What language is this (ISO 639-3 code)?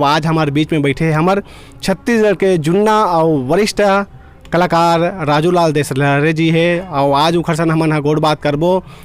hne